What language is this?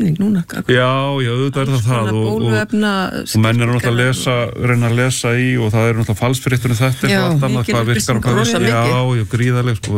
Icelandic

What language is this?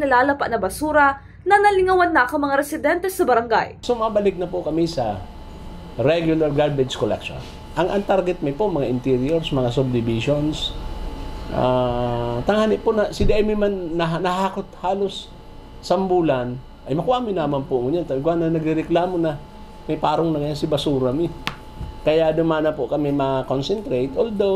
Bikol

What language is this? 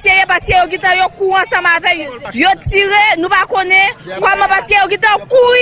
Haitian Creole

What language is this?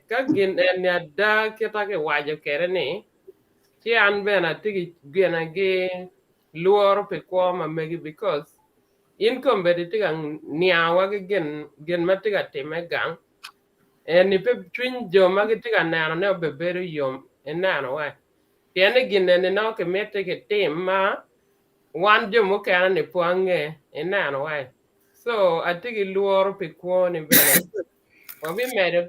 Acoli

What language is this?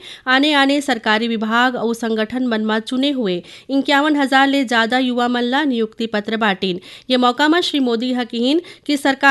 Chhattisgarhi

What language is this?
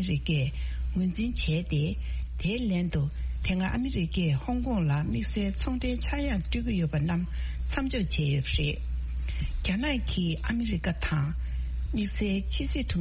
Tibetan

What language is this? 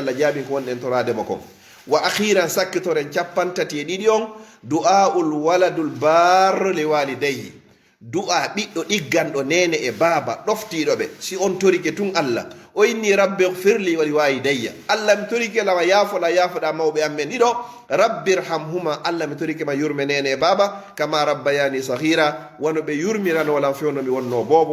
Fula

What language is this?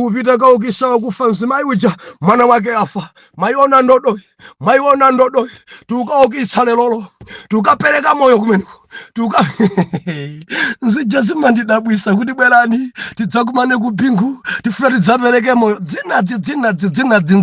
Nyanja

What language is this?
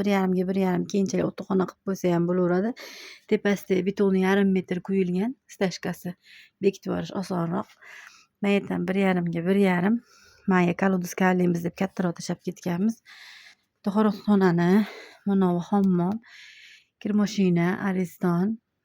Uzbek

